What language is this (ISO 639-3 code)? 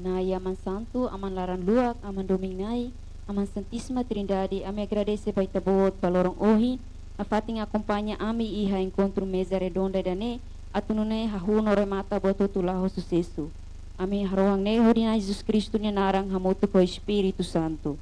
tet